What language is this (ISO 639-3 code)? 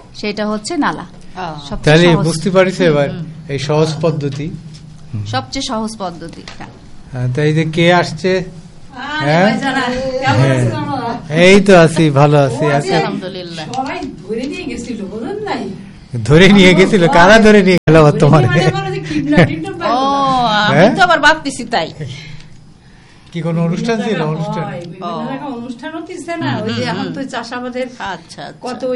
ben